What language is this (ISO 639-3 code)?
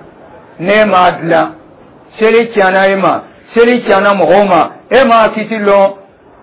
dyu